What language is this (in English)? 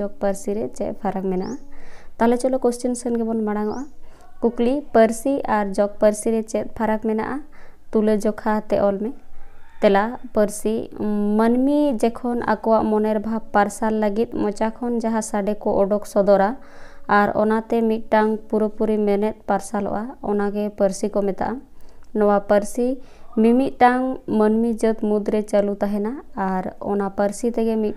Santali